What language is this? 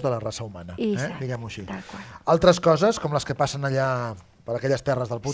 Catalan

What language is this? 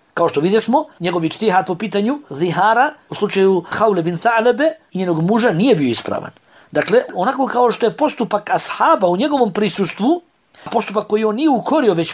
Bosnian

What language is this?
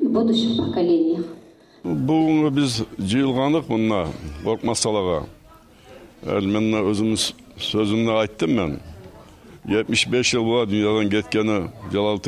Kumyk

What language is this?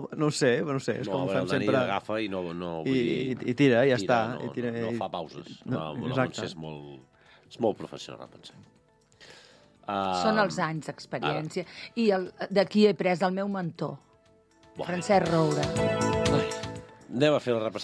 Catalan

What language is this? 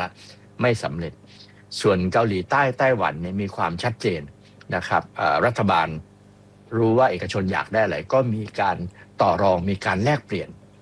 Thai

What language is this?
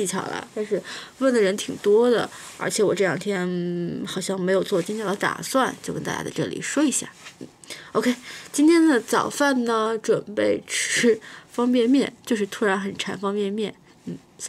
Chinese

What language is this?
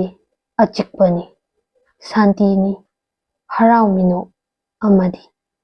Manipuri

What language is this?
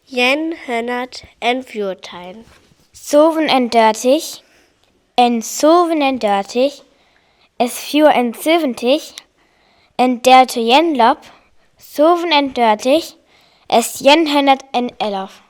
Northern Frisian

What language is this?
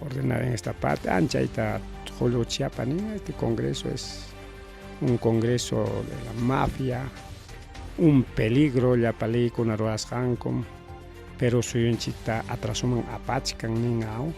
Ayacucho Quechua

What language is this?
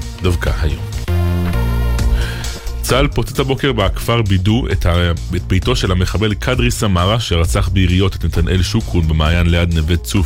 Hebrew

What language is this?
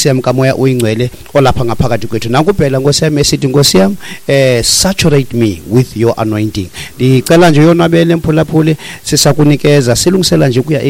Xhosa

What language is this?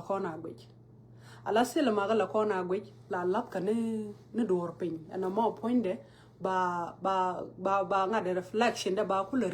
Nuer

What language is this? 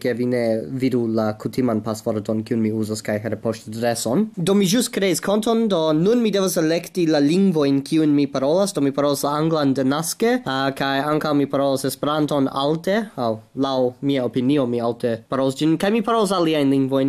Esperanto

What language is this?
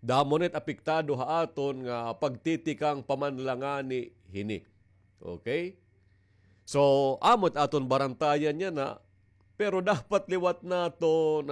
Waray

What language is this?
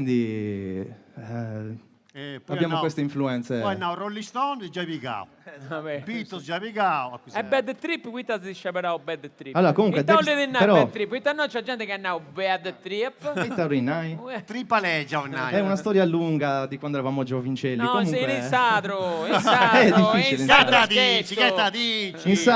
Sardinian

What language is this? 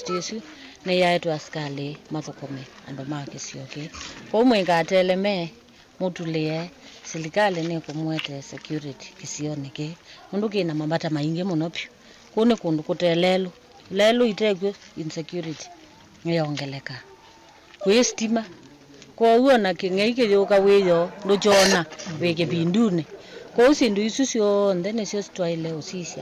Kamba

